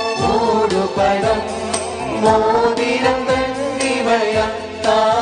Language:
Malayalam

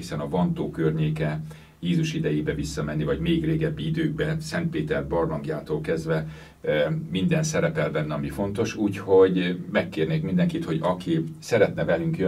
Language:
Hungarian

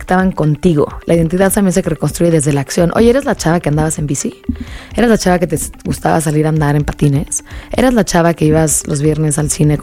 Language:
Spanish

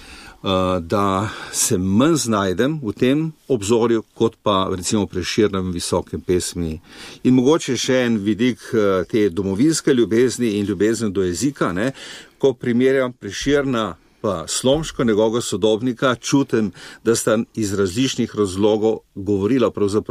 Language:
Slovenian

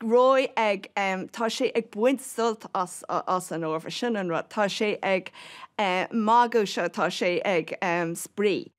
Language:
Irish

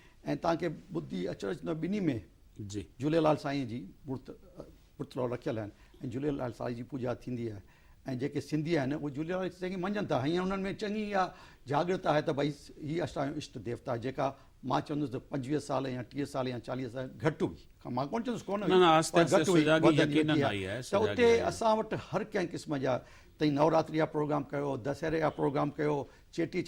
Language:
Sindhi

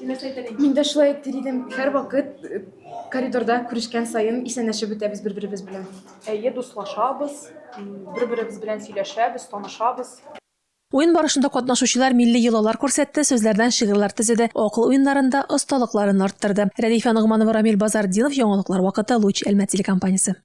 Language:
Tatar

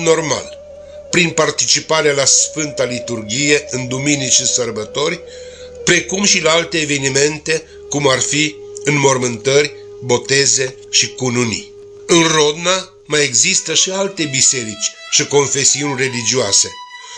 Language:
Romanian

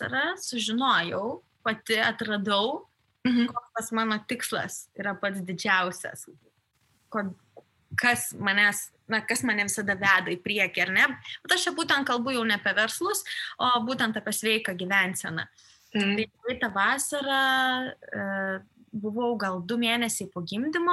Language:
Lithuanian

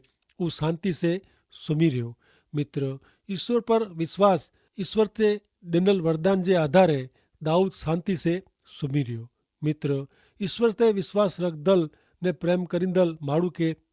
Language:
Kachhi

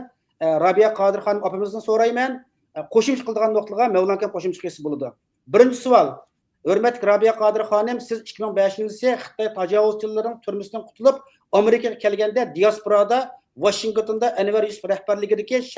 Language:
Uyghur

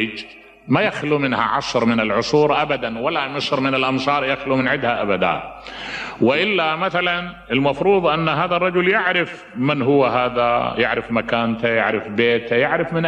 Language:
Mesopotamian Arabic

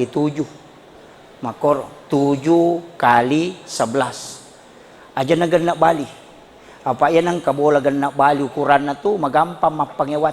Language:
Buginese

